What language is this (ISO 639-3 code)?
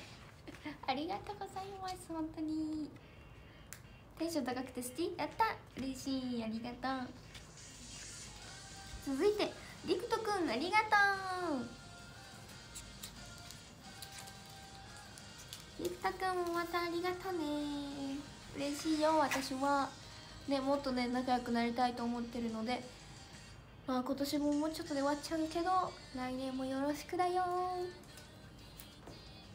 jpn